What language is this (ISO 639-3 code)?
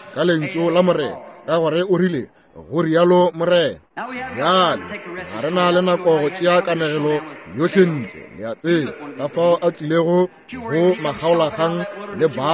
nso